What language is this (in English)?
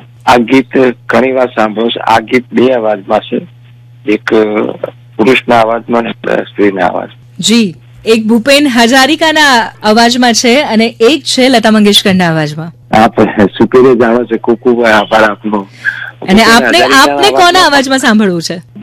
Gujarati